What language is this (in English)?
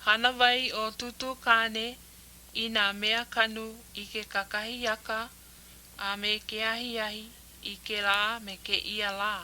Hawaiian